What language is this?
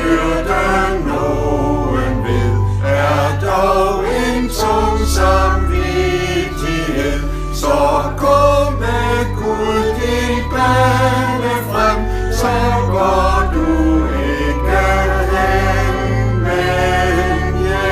Danish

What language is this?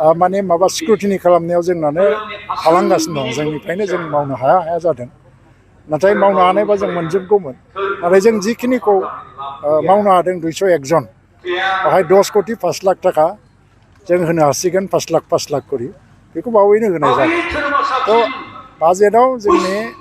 Bodo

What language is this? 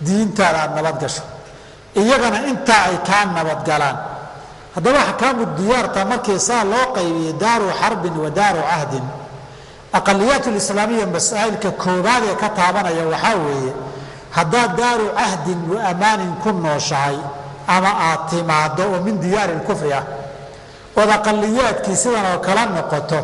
Somali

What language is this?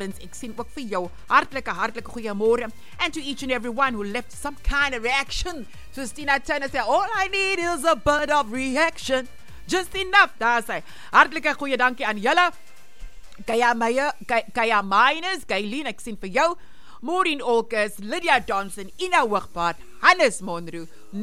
Afrikaans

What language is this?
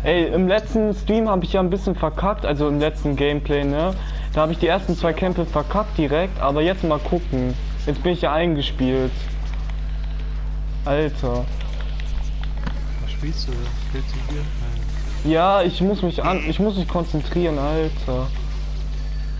German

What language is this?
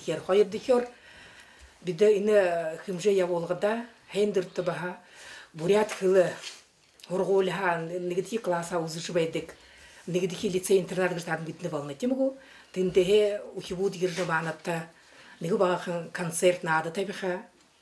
Buriat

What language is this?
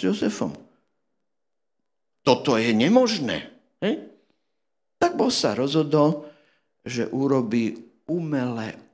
Slovak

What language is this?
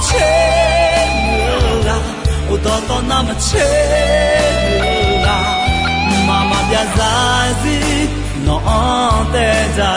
Akha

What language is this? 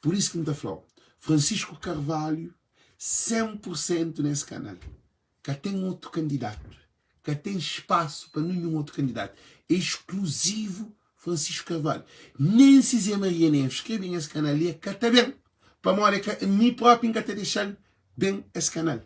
Kabuverdianu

